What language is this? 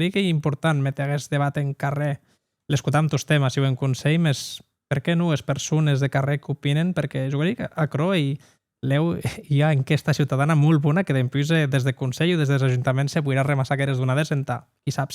Occitan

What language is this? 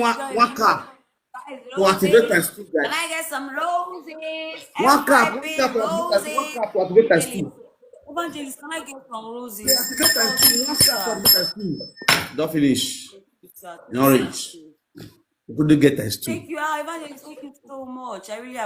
Nigerian Pidgin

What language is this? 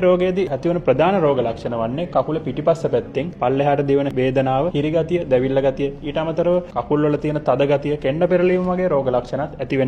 Sinhala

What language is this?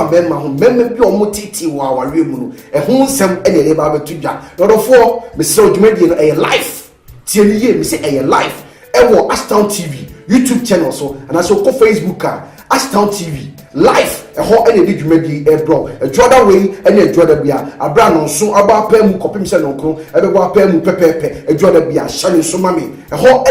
Akan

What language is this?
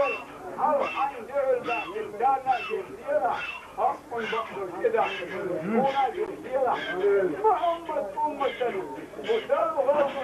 Chechen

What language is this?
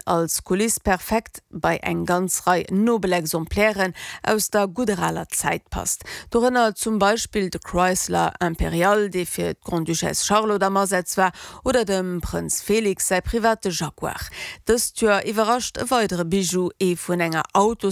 Luxembourgish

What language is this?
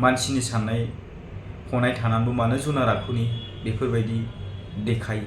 Bodo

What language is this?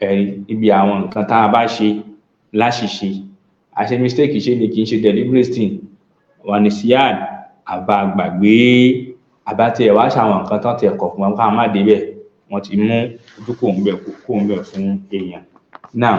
Yoruba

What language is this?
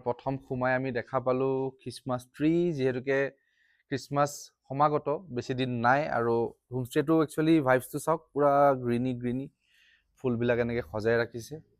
Assamese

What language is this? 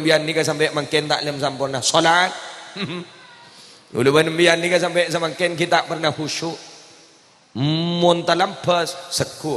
Madurese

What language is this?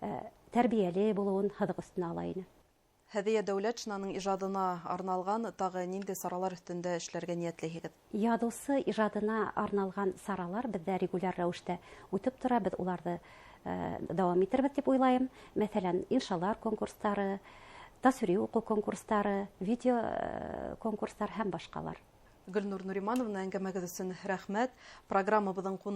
Bashkir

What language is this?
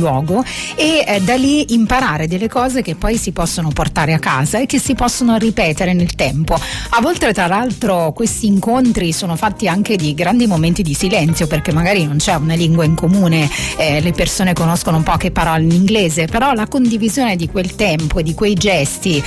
Italian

